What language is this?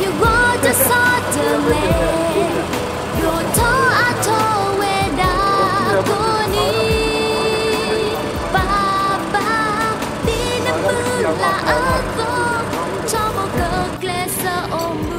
S'gaw Karen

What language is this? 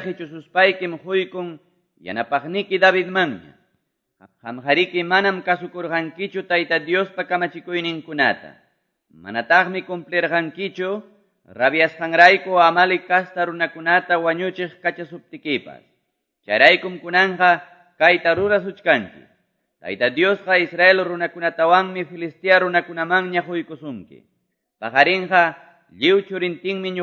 Quechua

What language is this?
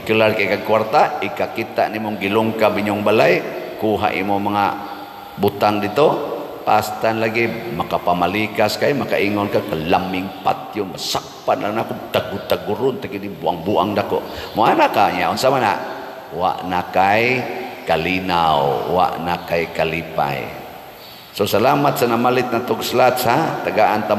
Cebuano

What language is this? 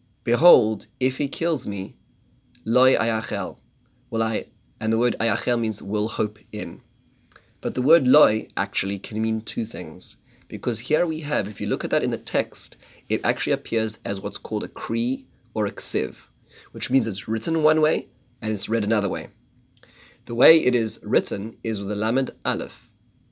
English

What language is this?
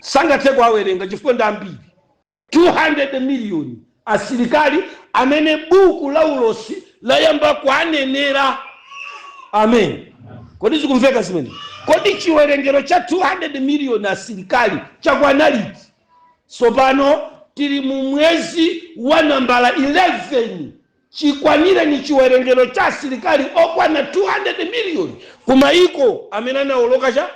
Nyanja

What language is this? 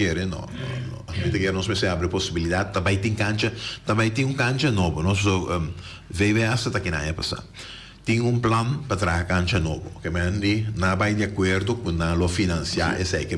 Papiamento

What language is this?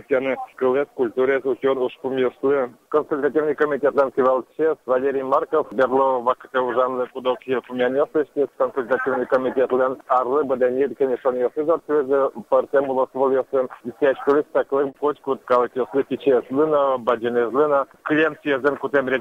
Udmurt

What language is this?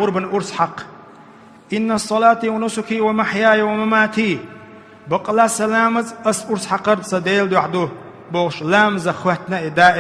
Chechen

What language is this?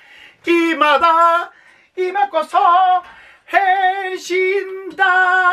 Japanese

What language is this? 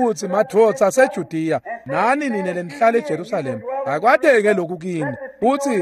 Swati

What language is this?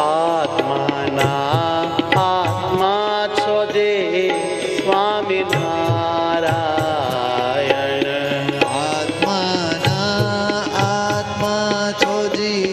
Gujarati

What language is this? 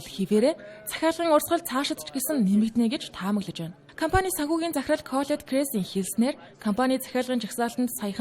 Mongolian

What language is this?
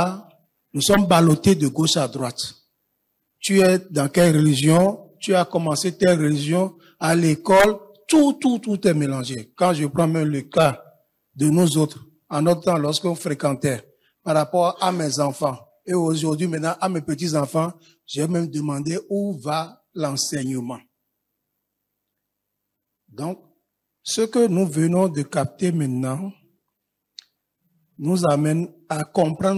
French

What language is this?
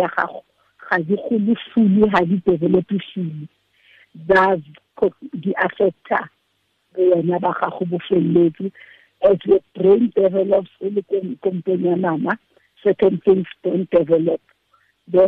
Tswana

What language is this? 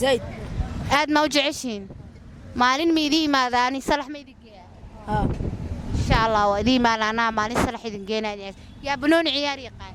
Somali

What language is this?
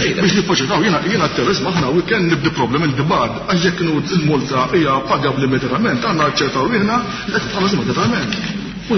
Maltese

